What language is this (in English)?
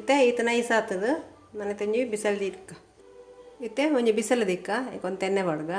Tulu